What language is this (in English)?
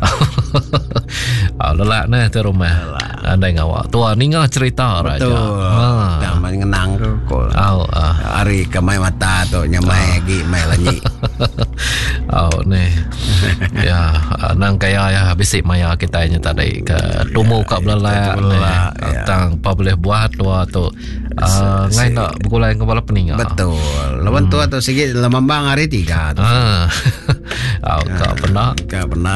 Iban